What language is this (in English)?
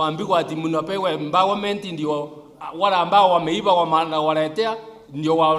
Gusii